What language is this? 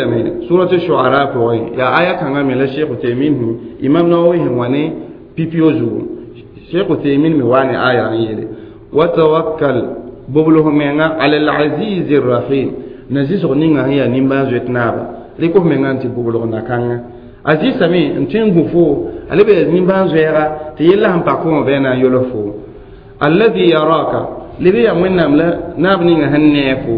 Mossi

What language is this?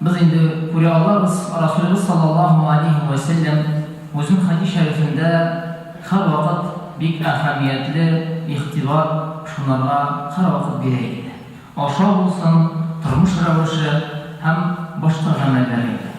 Tatar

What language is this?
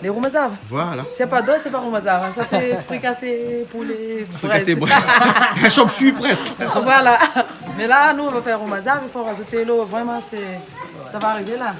Réunion Creole French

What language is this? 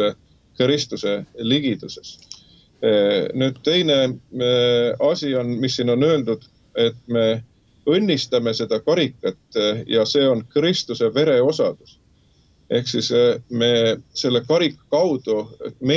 Estonian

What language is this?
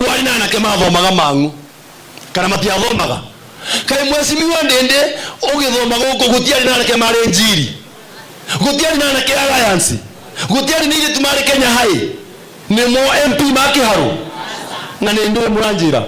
Kikuyu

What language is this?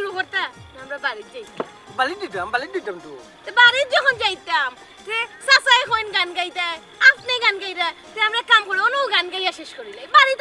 Sylheti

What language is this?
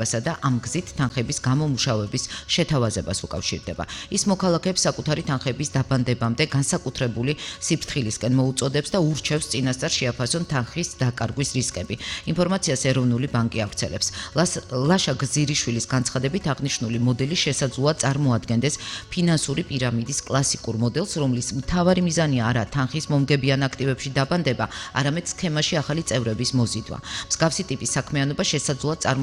Georgian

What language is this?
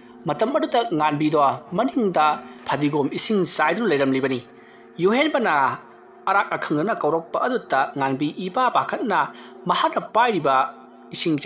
Manipuri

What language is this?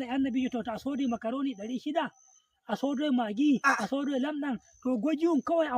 Nigerian Fulfulde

